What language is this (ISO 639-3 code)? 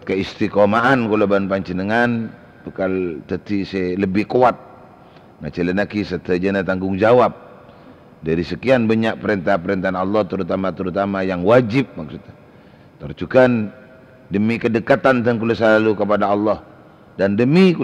mad